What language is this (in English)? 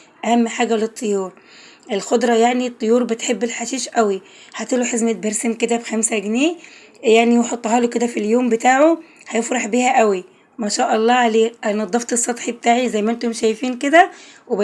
Egyptian Arabic